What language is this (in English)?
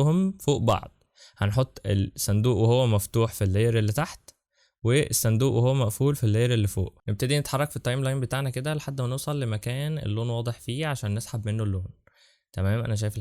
Egyptian Arabic